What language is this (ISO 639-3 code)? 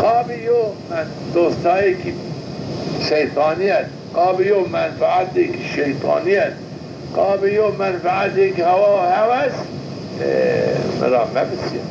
zza